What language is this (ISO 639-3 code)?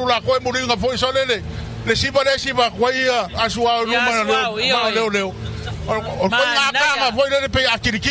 smo